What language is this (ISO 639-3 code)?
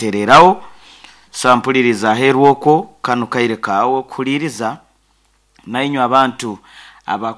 nyn